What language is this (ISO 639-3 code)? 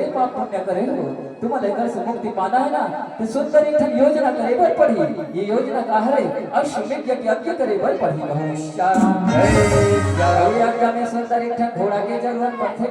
hne